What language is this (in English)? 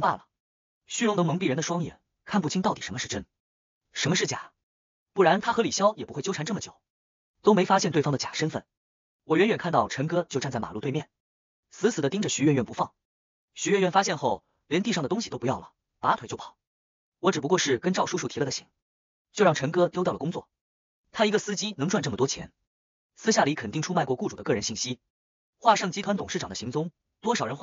Chinese